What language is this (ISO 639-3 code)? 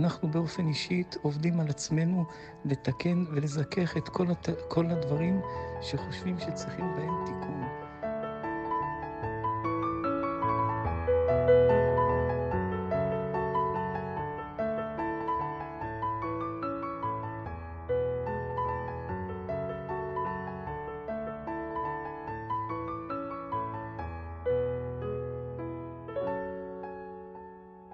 heb